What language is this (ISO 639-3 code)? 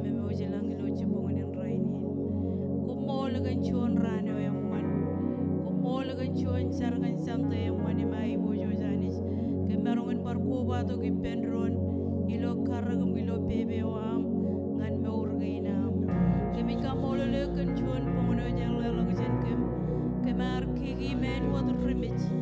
mah